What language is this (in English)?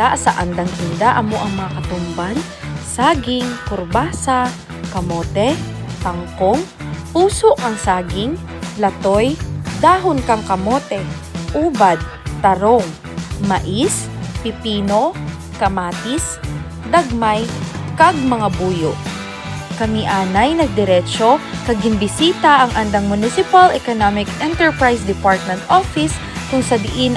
Kinaray-a